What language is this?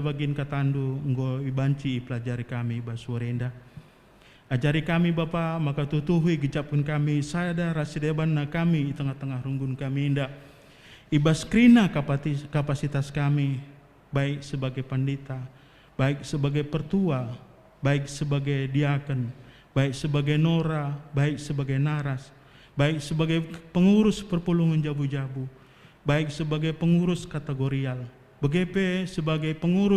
Batak Karo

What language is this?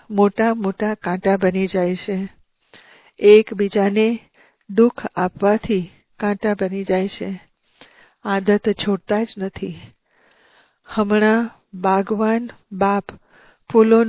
Gujarati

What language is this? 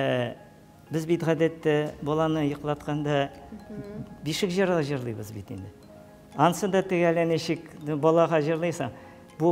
Tatar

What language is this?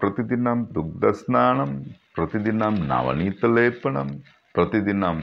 Sanskrit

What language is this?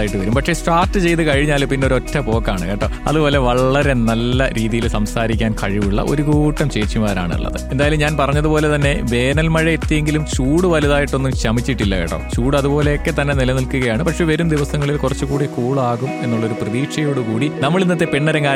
Malayalam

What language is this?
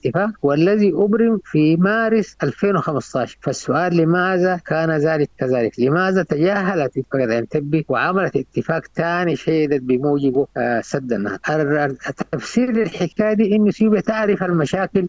Sudanese Arabic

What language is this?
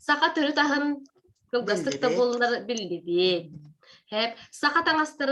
Yakut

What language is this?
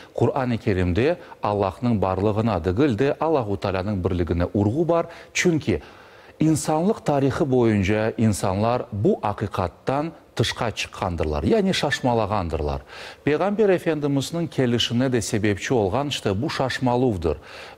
Crimean Tatar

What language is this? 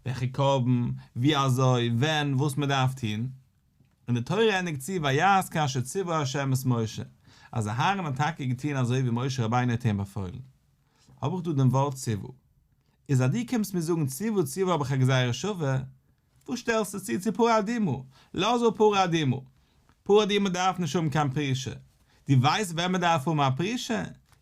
Yiddish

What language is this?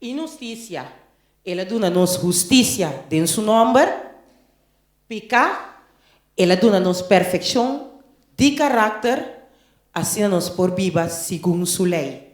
Papiamento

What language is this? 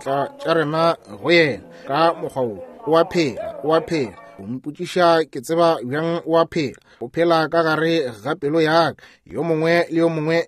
Northern Sotho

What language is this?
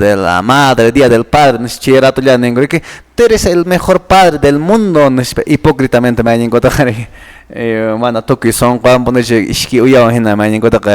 Quechua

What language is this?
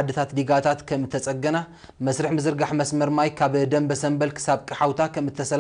Tigrinya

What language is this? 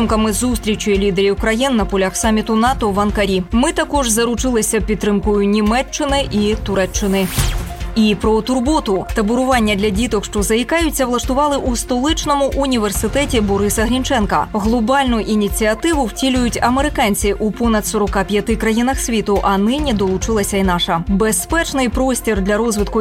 Ukrainian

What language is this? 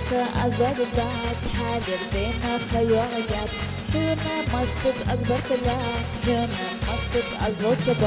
Ingush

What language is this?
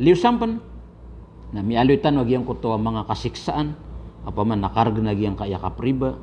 Maranao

